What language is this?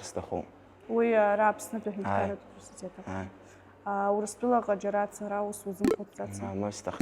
Abkhazian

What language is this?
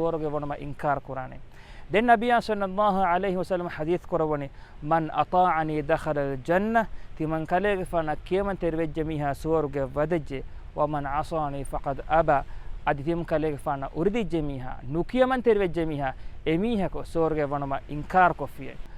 Divehi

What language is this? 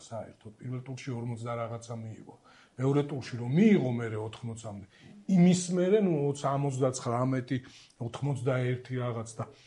Georgian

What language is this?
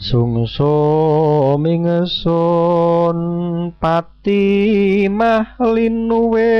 Javanese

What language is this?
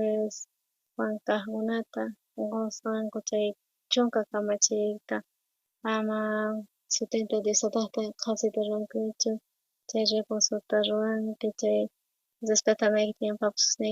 South Bolivian Quechua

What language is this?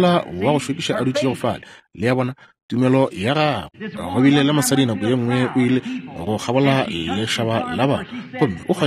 Northern Sotho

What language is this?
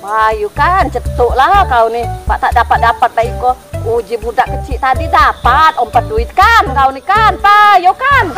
Musi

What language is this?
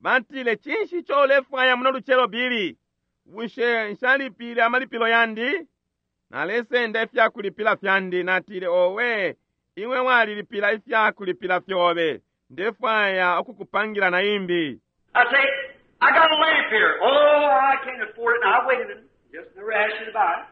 Bemba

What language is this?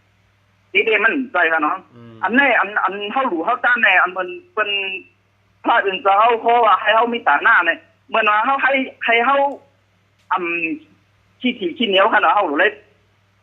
Shan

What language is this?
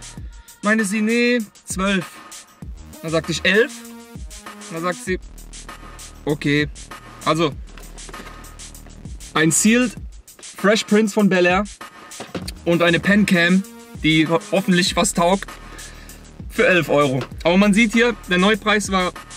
German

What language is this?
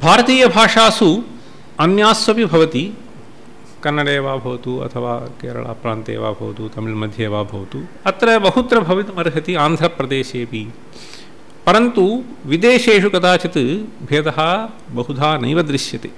Sanskrit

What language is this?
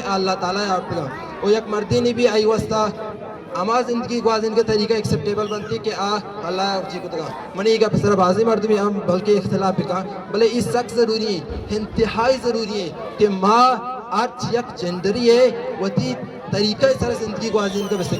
Eastern Balochi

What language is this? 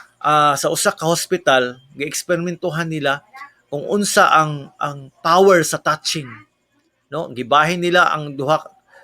Cebuano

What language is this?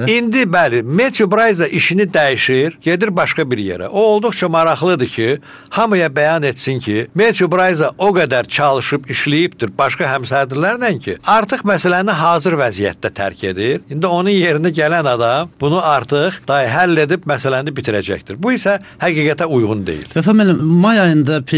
Azerbaijani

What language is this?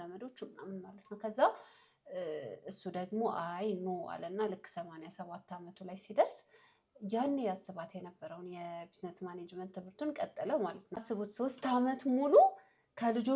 Amharic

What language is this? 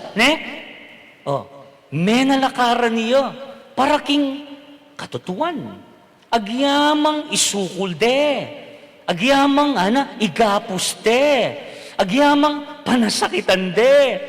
Pampanga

